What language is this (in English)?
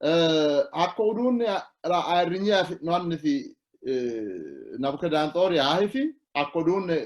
Sidamo